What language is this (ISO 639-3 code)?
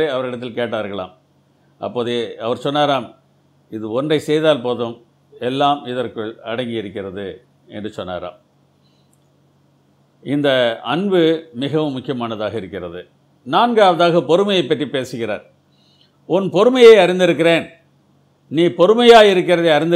tam